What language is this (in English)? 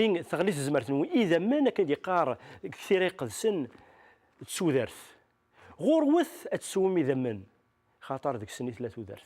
Kabyle